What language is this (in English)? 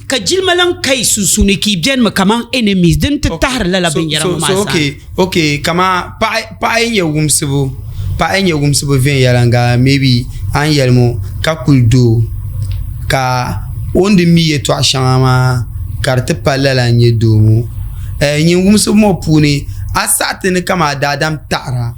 Dagbani